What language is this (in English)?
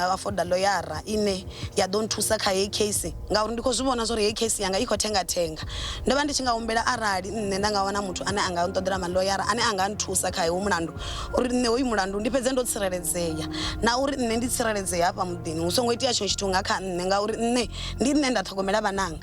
Venda